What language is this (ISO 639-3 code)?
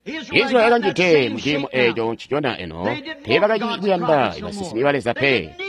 toi